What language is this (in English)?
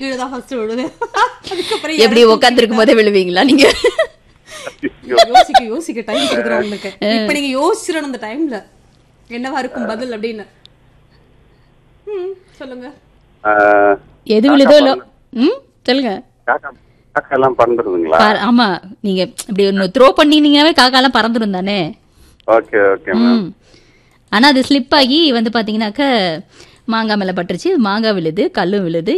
Tamil